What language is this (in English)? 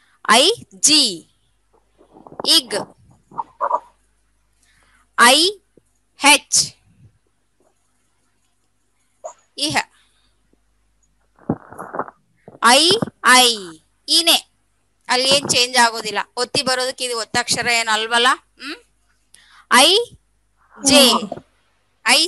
Kannada